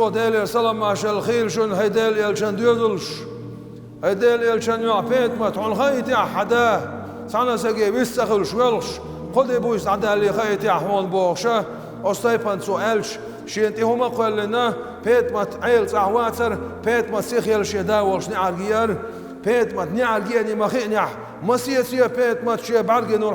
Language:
Chechen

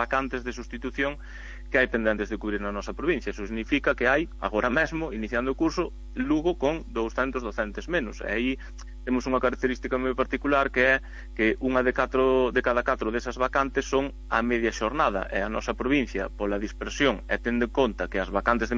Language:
Galician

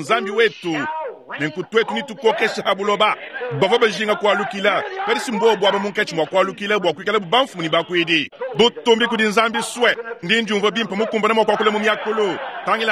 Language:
Luba-Lulua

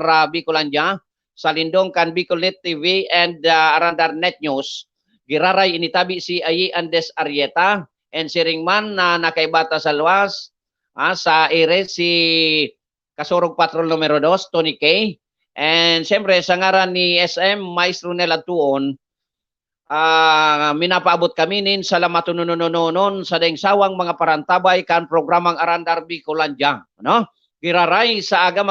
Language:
Bikol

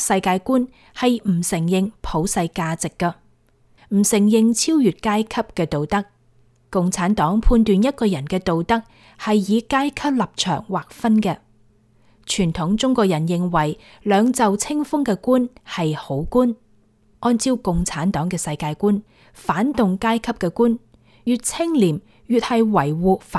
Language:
Cantonese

